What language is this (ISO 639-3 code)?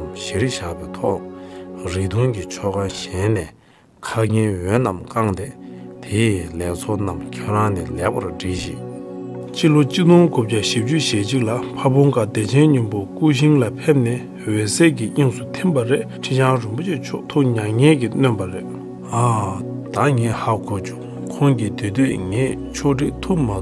bod